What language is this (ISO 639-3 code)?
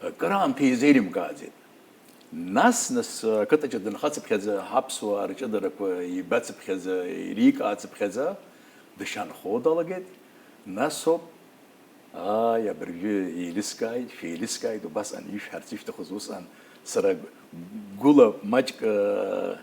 abk